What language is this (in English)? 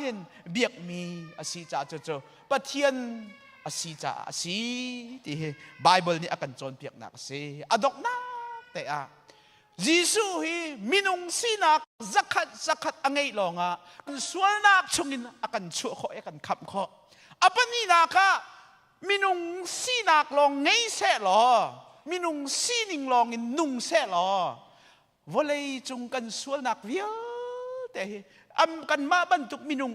Hakha Chin